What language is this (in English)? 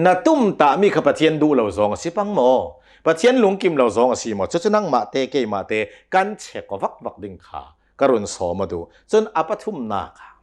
Hakha Chin